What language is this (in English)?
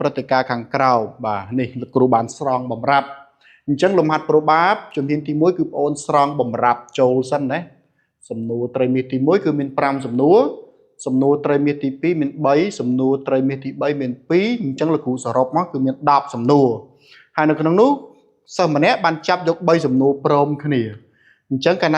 Khmer